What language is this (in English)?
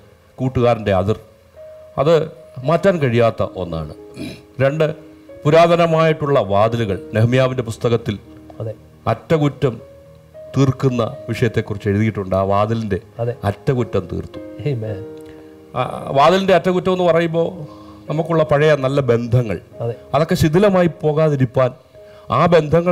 Malayalam